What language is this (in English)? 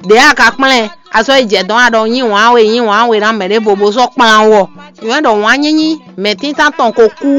Fon